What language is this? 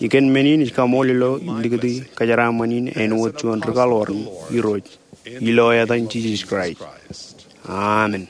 Marshallese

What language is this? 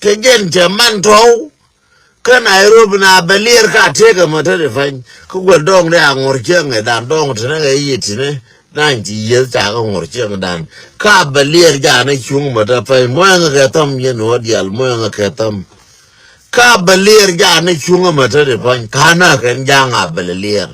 Nuer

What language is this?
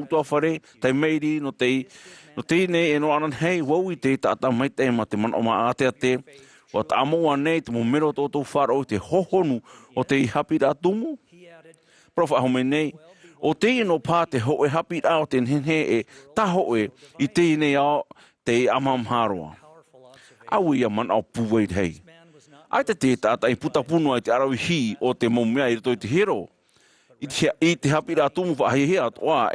Tahitian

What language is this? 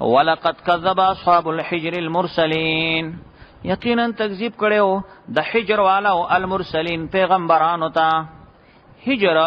Pashto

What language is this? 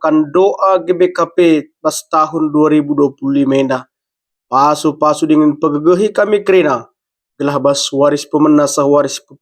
Batak Karo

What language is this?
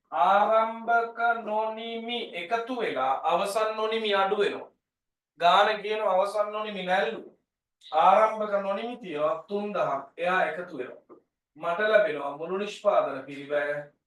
Sinhala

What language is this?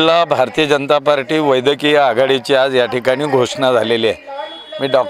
Marathi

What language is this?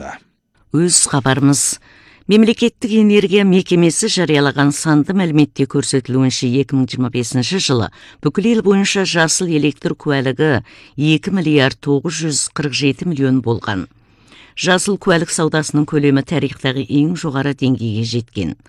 Kazakh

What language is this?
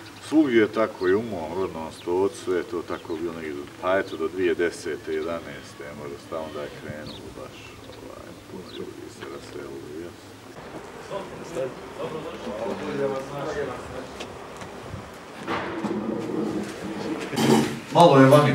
Bosnian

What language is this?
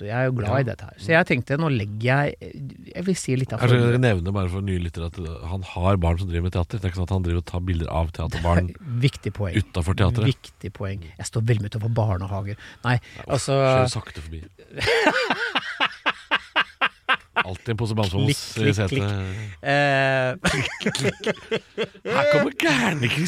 Norwegian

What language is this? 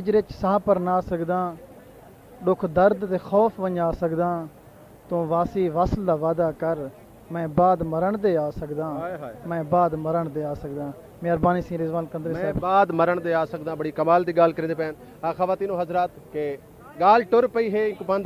Saraiki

